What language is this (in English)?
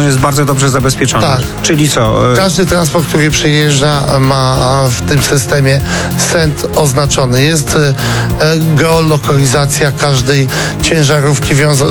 Polish